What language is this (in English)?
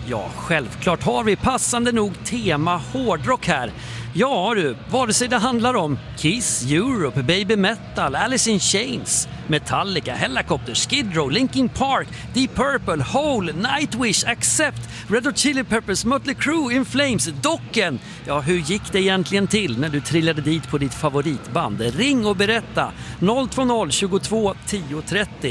Swedish